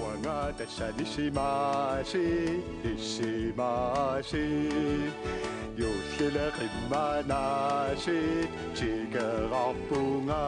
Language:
Kalaallisut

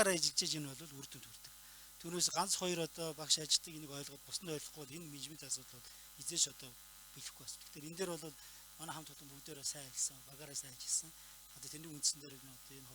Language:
Mongolian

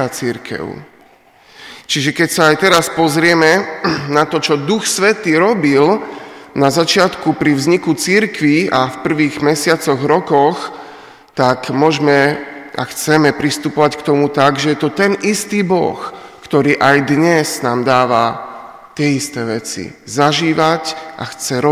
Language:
Slovak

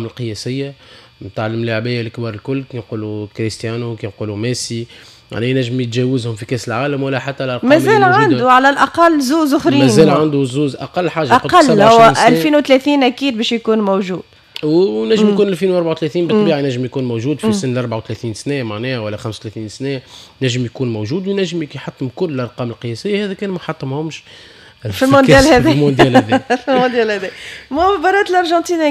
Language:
Tunisian Arabic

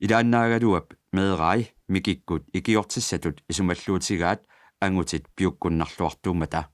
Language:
Kalaallisut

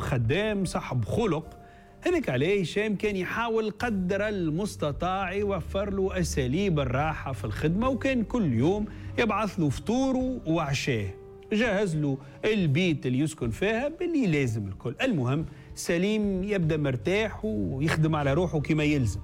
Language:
Tunisian Arabic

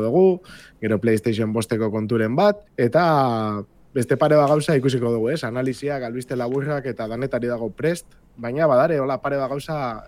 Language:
Basque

